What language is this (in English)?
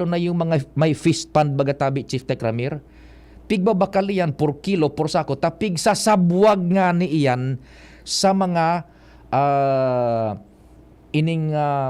Bikol